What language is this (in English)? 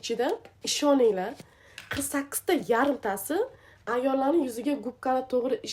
Uzbek